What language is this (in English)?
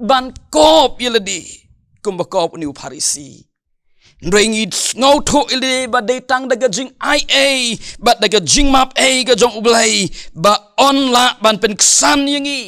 Khasi